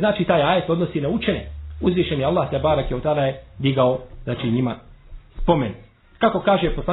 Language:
Bosnian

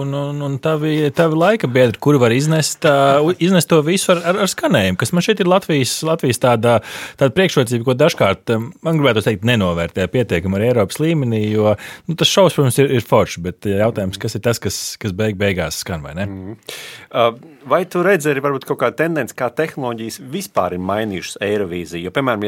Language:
Latvian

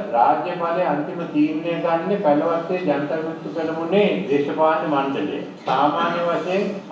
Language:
Sinhala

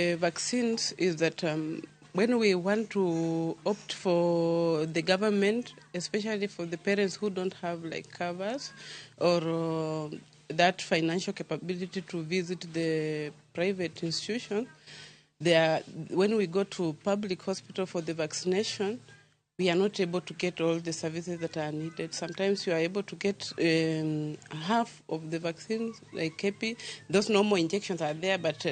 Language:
Luo (Kenya and Tanzania)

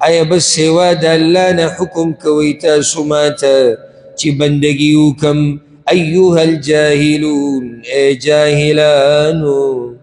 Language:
Pashto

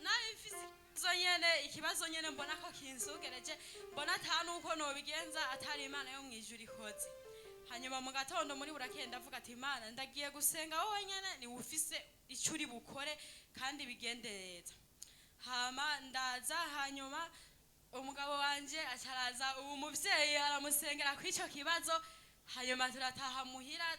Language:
Rundi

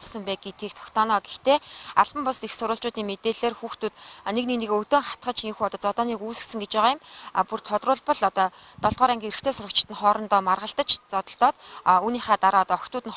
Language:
Mongolian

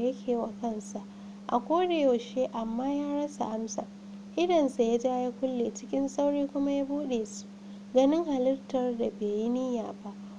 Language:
Hausa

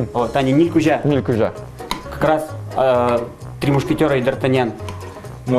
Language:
Udmurt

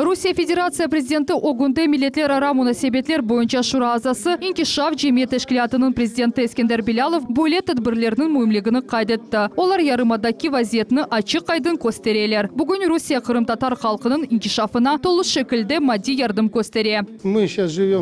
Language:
Crimean Tatar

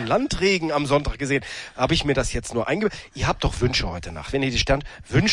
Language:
German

